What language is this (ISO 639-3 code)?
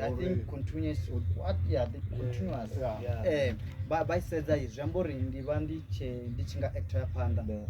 ven